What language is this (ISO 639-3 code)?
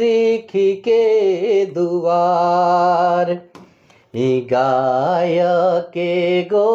sck